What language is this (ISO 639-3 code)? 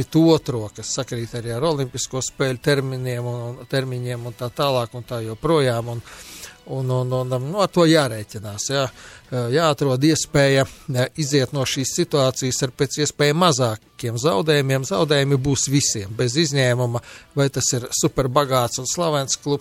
lav